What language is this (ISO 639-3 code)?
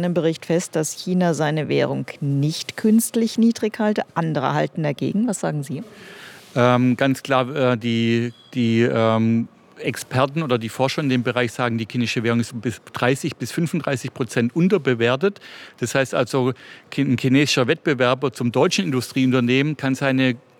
deu